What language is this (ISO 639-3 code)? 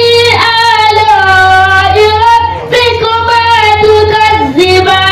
ful